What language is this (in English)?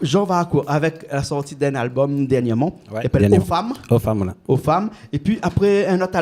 Réunion Creole French